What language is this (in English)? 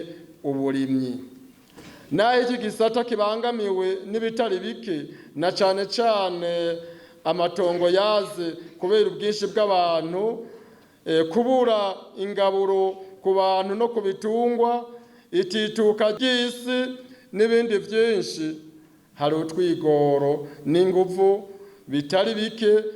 Rundi